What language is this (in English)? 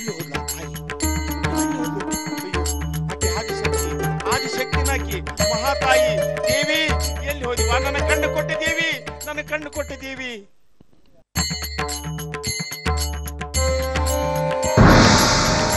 Kannada